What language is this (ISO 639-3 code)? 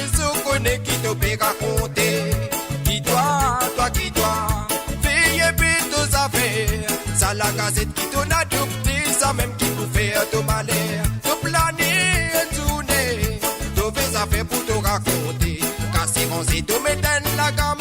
mfe